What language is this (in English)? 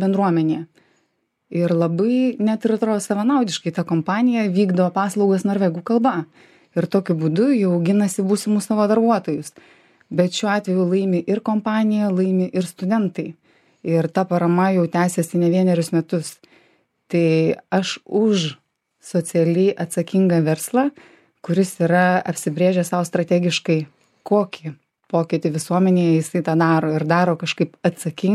Lithuanian